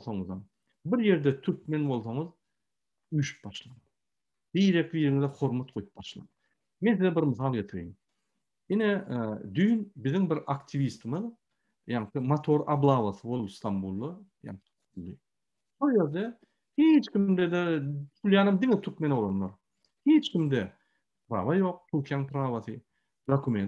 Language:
Turkmen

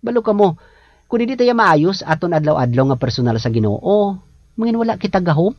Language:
Hiligaynon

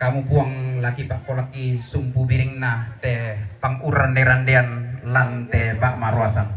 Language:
Toraja-Sa'dan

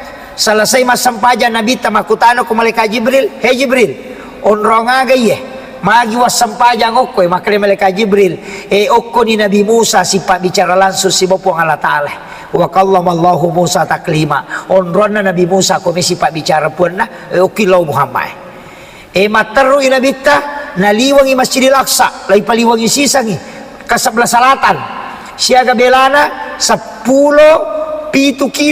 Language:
Buginese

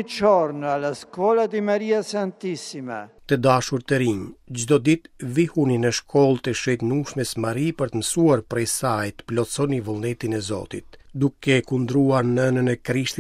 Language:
Albanian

